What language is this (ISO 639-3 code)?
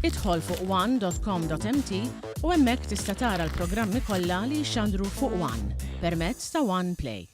mlt